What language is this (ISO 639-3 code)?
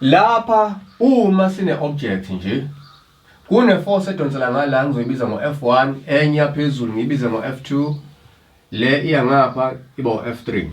zul